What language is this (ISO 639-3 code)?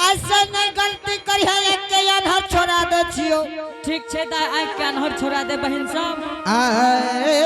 anp